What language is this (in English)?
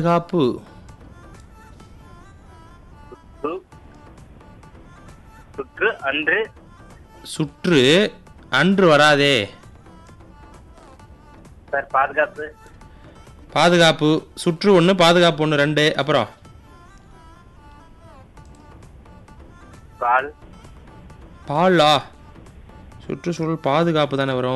Tamil